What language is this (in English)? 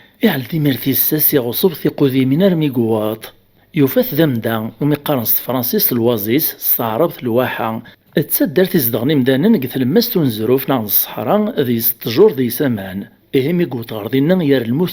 Kabyle